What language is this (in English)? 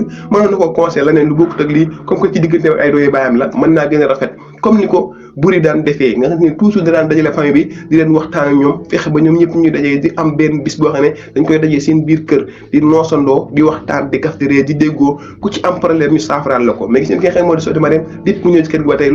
Wolof